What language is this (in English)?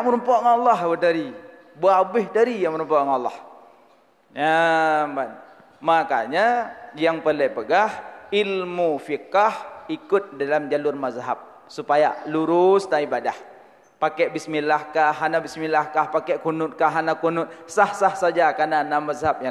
Achinese